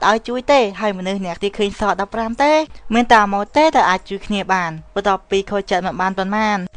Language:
Khmer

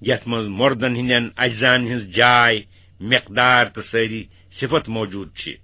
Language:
Kashmiri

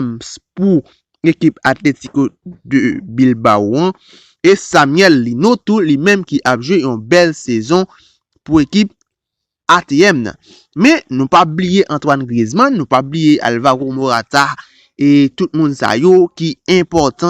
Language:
Haitian Creole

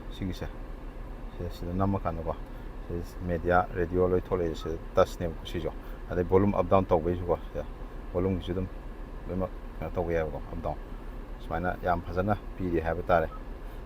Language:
Manipuri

